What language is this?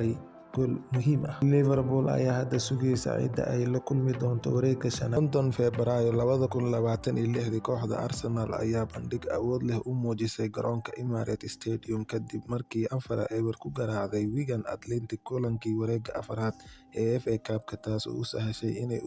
Somali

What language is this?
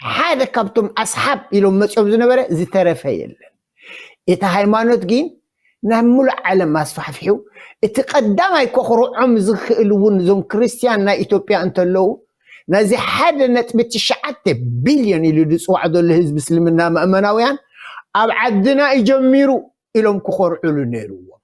Tigrinya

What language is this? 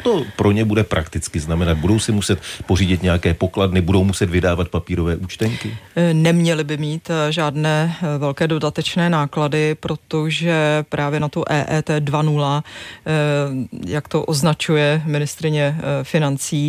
Czech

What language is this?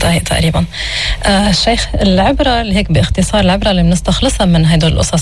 North Levantine Arabic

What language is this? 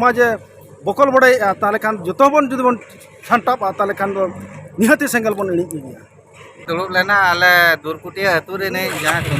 Santali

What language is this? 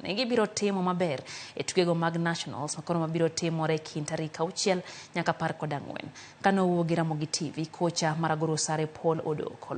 Luo (Kenya and Tanzania)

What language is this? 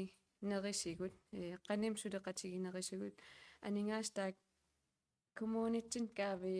Kalaallisut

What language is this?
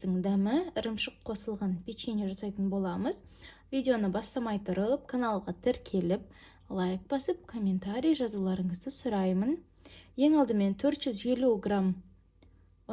Kazakh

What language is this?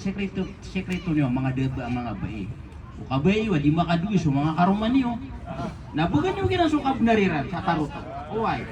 Maranao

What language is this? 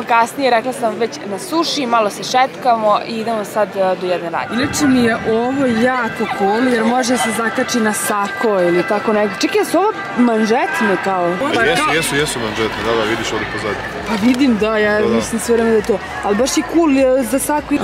Serbian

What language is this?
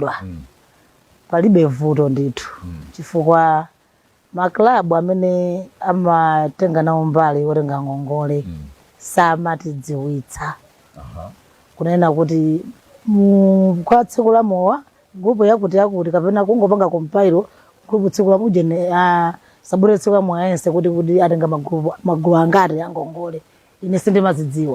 Nyanja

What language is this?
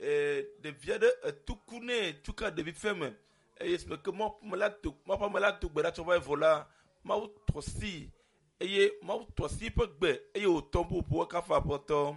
Ewe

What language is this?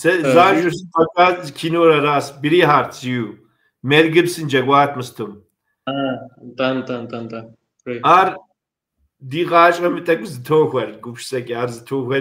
Kabardian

